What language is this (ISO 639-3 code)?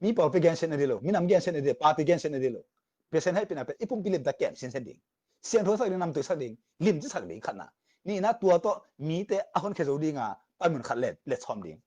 ctd